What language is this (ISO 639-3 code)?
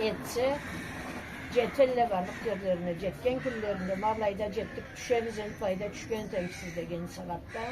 krc